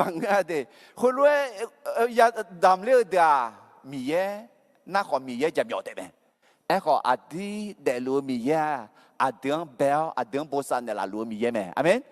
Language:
Akha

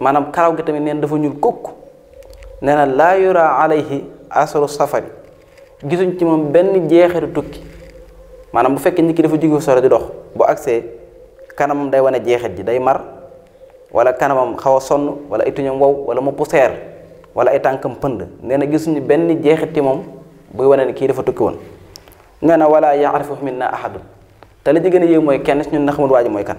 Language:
Wolof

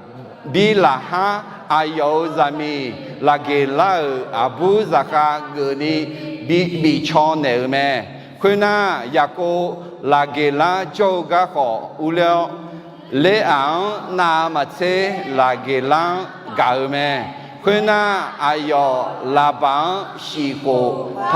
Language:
Akha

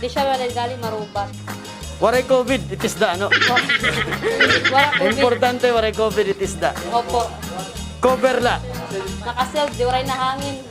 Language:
Waray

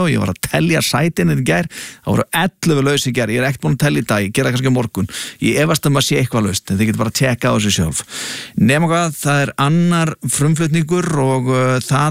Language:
Icelandic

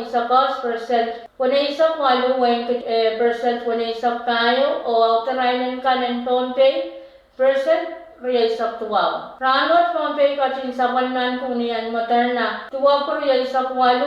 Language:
Pohnpeian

